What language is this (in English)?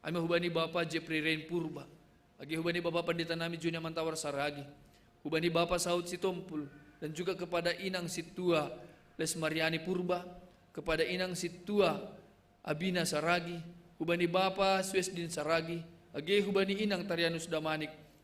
Batak Simalungun